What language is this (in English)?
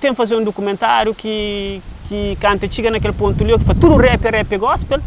Kabuverdianu